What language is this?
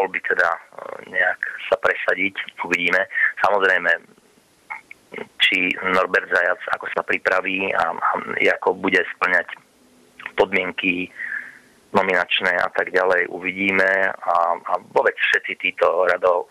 Slovak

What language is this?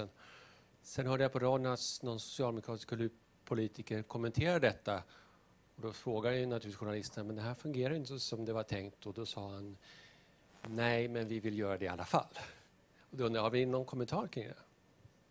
Swedish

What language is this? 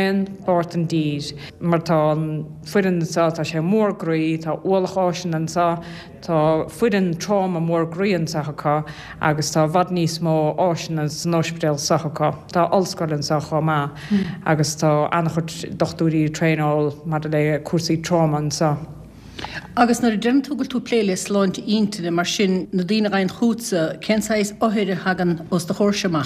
Irish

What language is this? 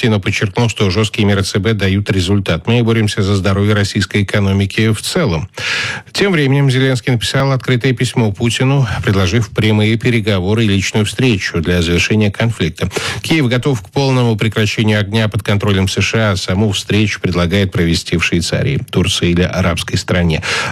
Russian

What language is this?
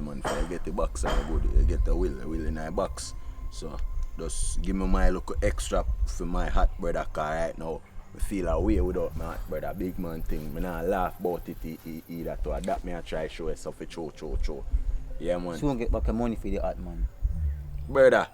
Jamaican Creole English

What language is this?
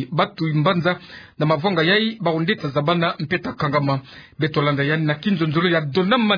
Kituba (Democratic Republic of Congo)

